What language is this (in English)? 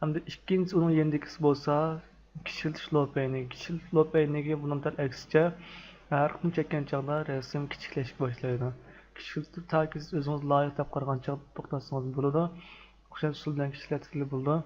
Uyghur